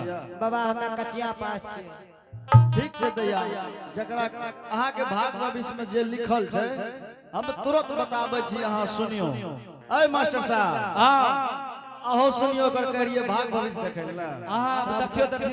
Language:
Angika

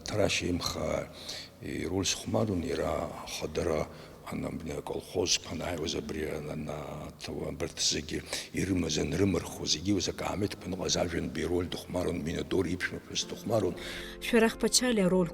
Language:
Abkhazian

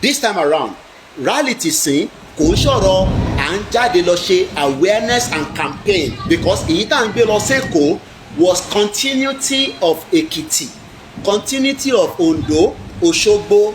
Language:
Yoruba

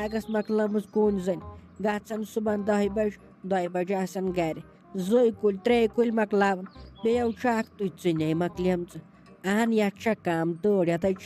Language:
Kashmiri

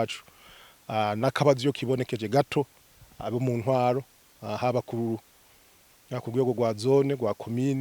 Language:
Rundi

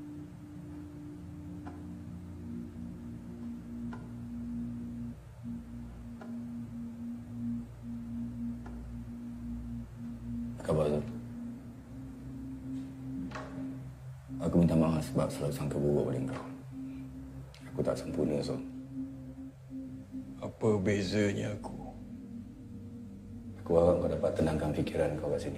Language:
Malay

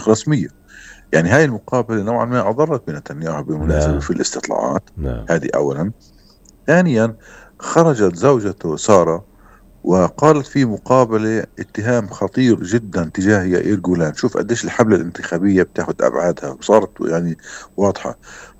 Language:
North Levantine Arabic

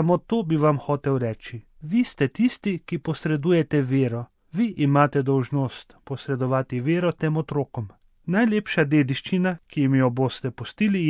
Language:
Slovenian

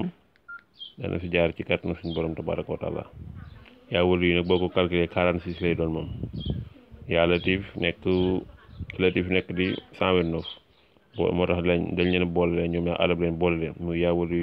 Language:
Wolof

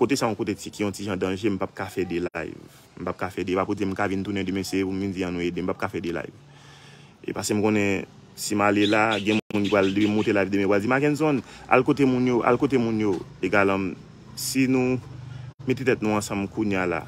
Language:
Haitian Creole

